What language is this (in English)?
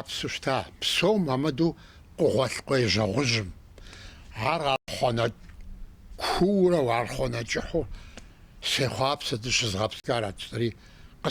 Kabardian